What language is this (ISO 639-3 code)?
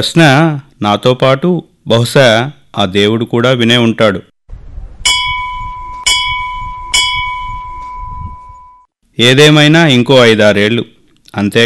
tel